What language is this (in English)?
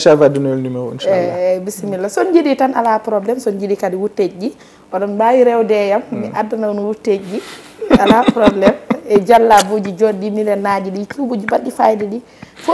Fula